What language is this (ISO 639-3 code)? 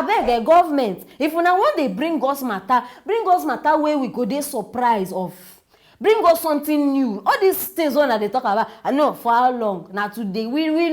pcm